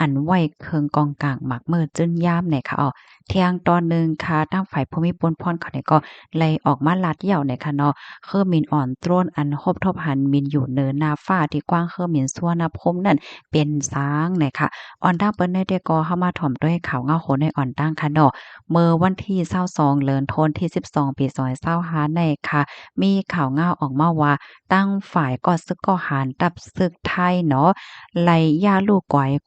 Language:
Shan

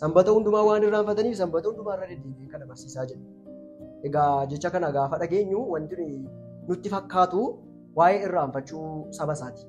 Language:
Oromo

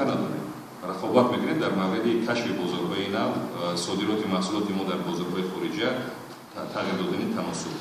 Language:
Tajik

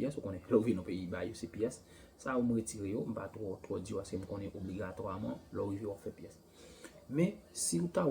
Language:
Haitian Creole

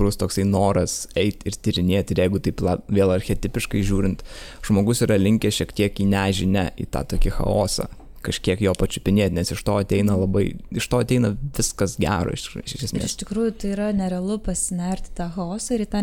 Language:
Lithuanian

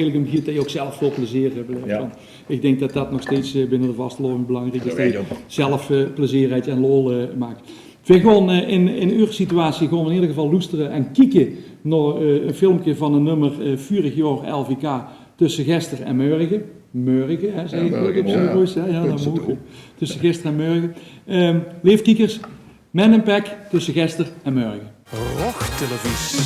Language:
Limburgish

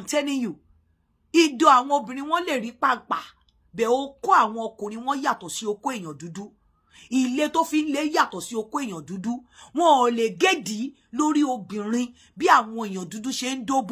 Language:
Yoruba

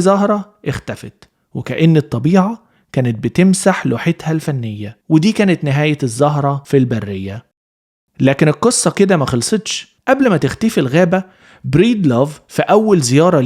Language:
Egyptian Arabic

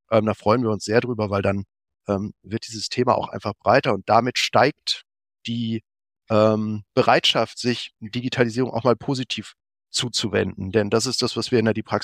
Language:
German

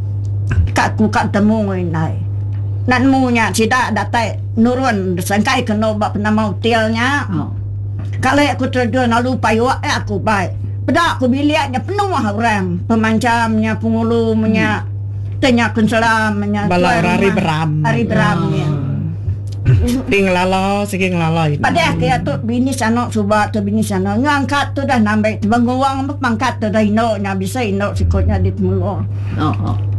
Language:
Iban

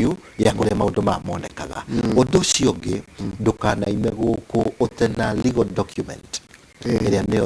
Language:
Kikuyu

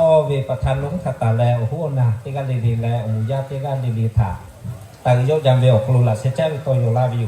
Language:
Lahu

